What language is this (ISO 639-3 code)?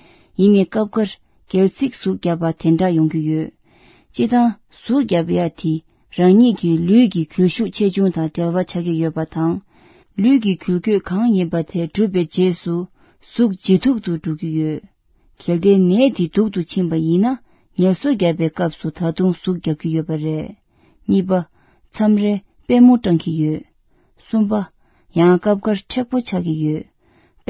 bod